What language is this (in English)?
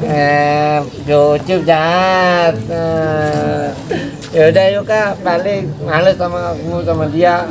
Betawi